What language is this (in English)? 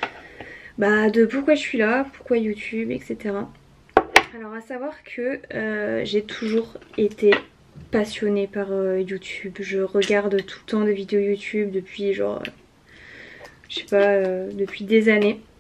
French